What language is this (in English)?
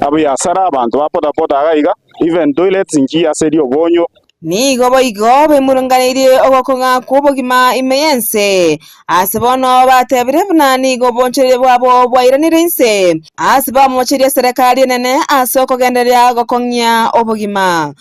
Gusii